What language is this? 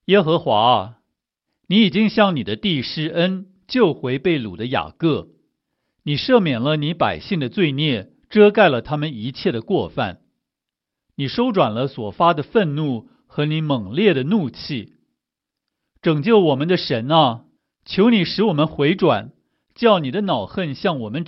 Chinese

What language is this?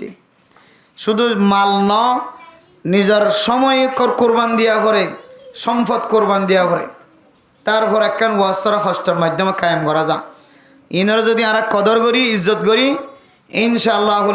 Rohingya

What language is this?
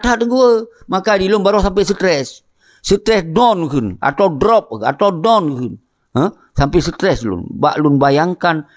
Achinese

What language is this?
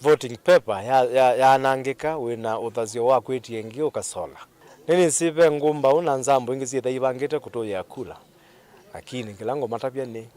Kamba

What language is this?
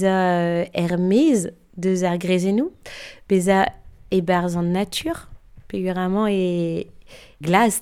Breton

